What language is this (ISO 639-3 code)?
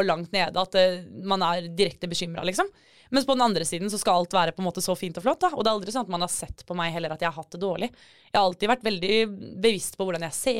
nor